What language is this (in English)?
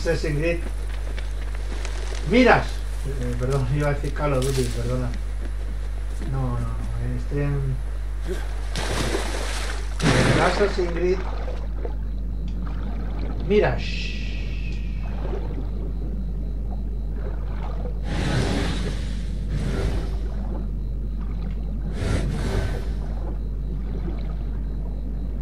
Spanish